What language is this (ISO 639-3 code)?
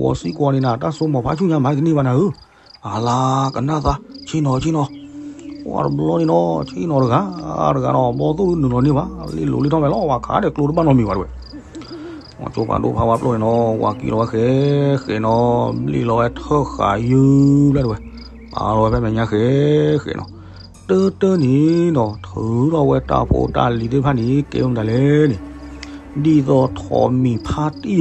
ksw